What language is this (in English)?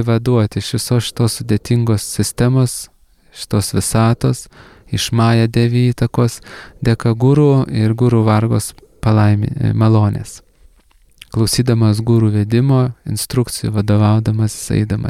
Lithuanian